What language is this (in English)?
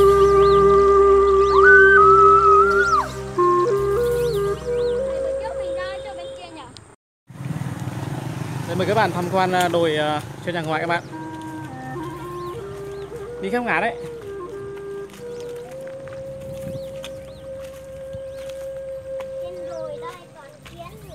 Vietnamese